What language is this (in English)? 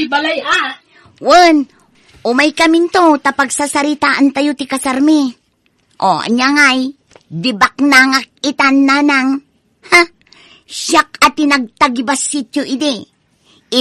Iloko